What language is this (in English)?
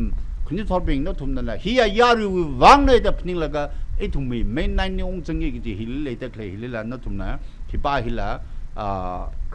Tangkhul Naga (India)